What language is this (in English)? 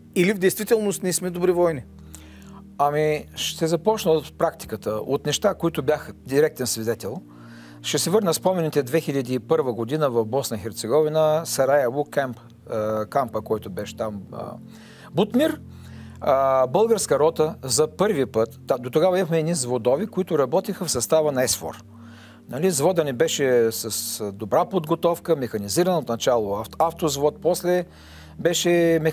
Bulgarian